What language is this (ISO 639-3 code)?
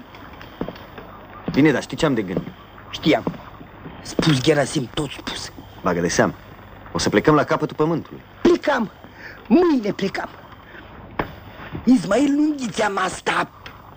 ron